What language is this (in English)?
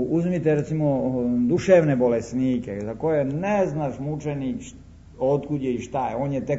Serbian